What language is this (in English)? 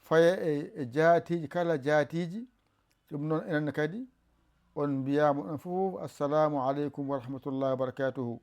Fula